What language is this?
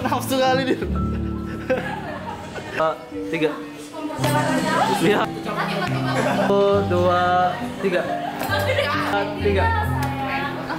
Indonesian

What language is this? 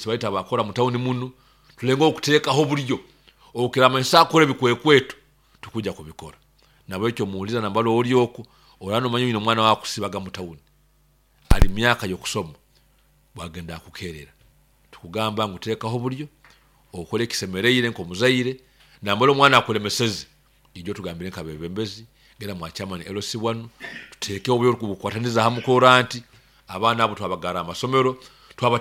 Nyoro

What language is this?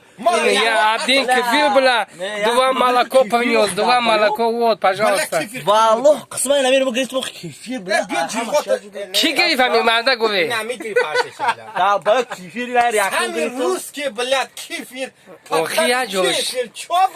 Tajik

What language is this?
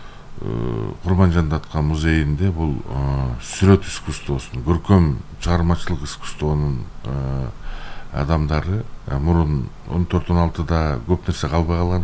Kyrgyz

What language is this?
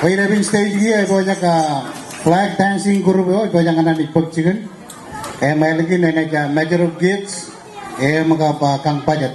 Marshallese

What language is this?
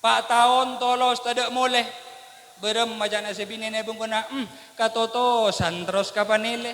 Madurese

